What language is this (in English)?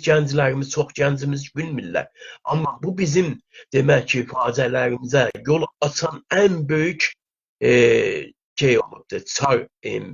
South Azerbaijani